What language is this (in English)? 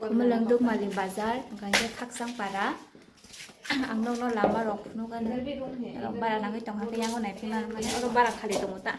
Kok Borok